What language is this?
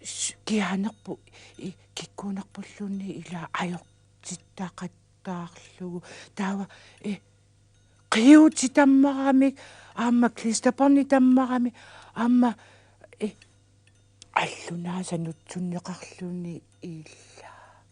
Kalaallisut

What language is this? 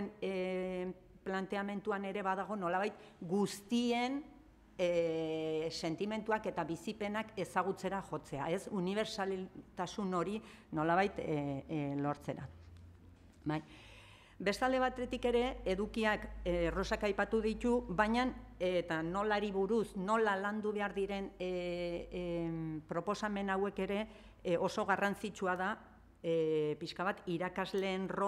Basque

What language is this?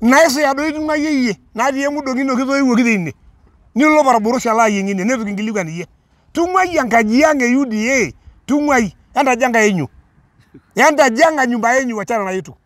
Masai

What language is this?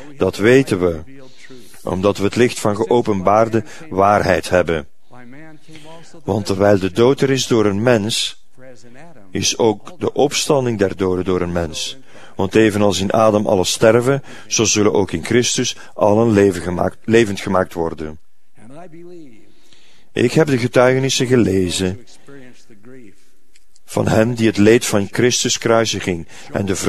Dutch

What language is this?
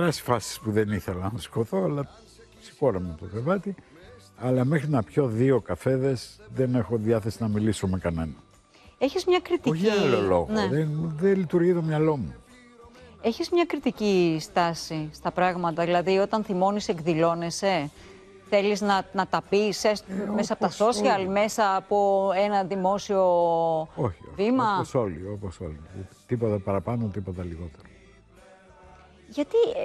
Greek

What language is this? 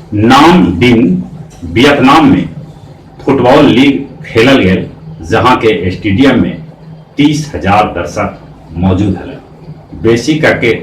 Magahi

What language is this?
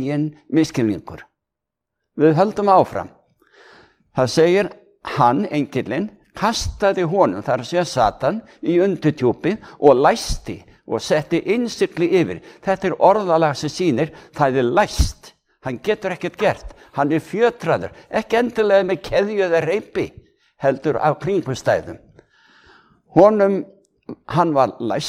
Icelandic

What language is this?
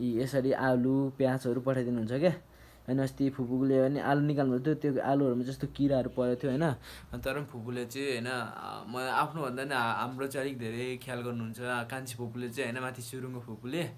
Nepali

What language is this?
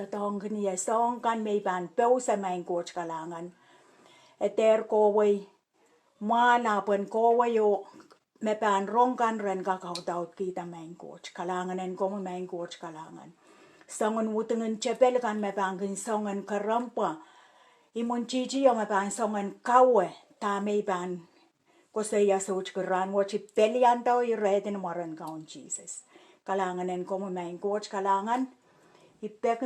Pohnpeian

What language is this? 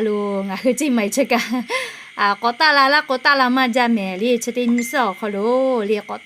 Lahu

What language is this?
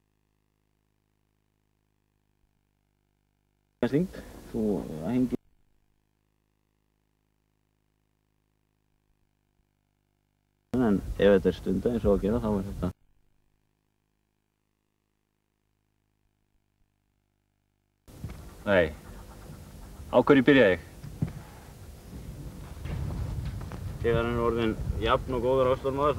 Icelandic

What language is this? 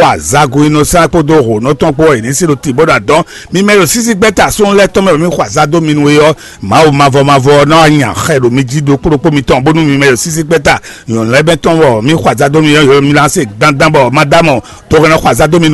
Fon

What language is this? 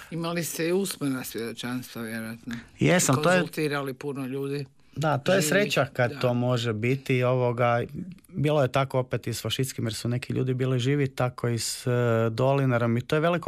Croatian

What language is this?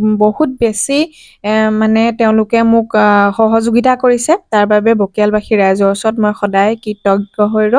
Assamese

